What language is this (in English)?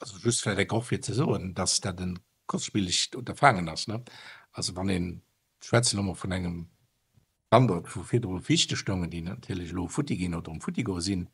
Luxembourgish